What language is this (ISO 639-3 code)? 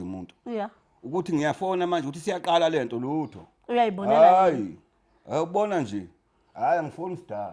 zul